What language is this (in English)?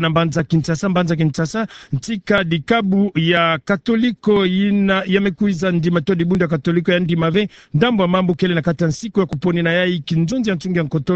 Kituba (Democratic Republic of Congo)